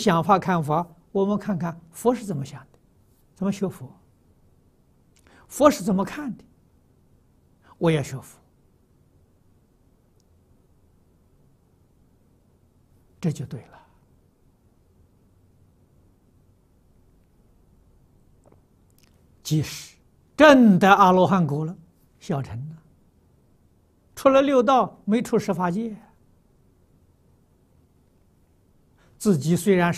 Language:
Chinese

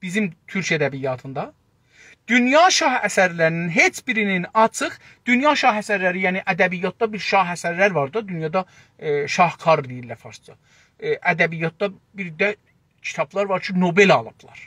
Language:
South Azerbaijani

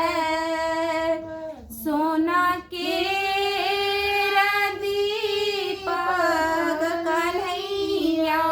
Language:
Maithili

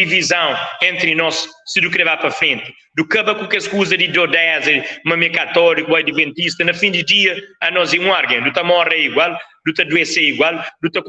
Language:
Kabuverdianu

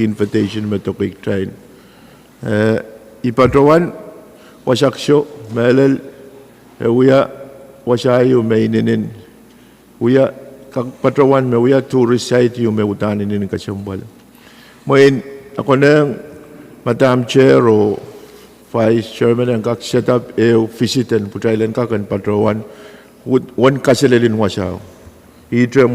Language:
Pohnpeian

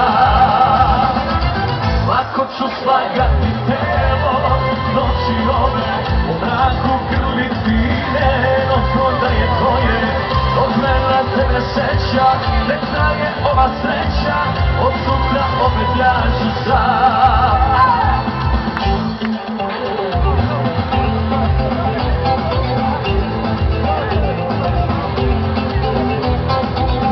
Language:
Serbian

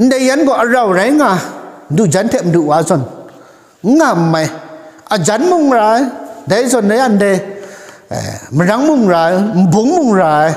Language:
Kachin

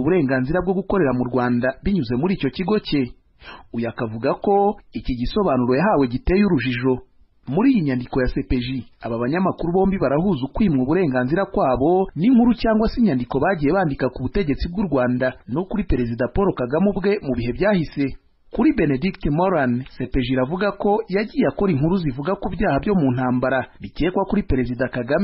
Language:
Kinyarwanda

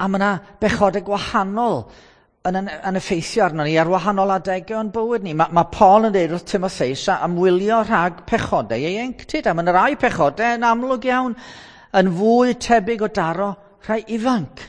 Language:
Welsh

